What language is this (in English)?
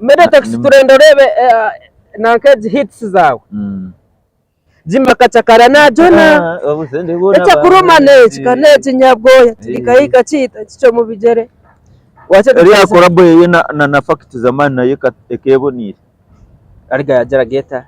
Nyankole